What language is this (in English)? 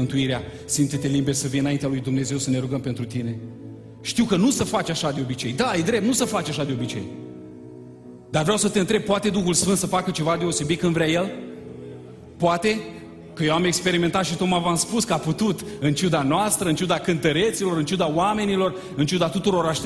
Romanian